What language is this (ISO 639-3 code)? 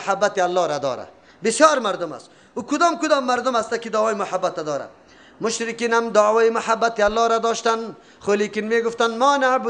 fas